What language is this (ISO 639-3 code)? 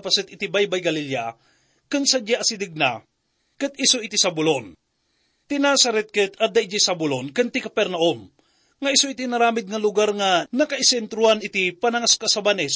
ilo